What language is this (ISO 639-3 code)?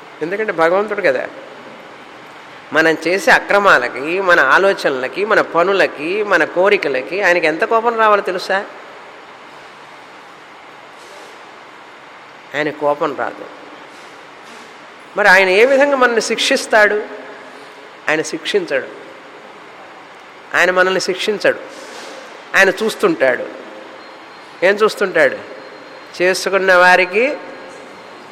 tel